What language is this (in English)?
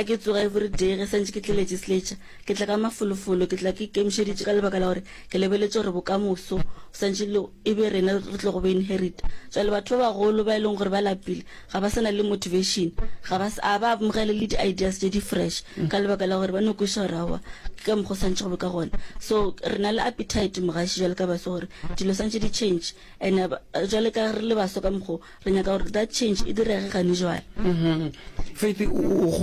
Northern Sotho